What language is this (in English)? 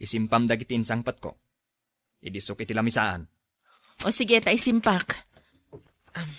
Iloko